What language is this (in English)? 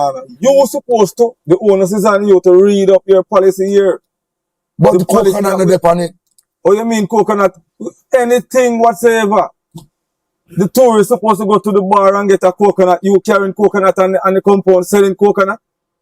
Jamaican Creole English